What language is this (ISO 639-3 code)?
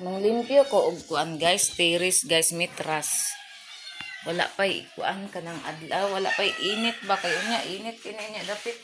ceb